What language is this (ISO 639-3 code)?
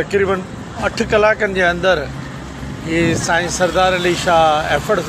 snd